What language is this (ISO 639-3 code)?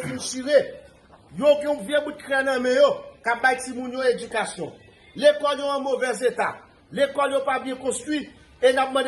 hat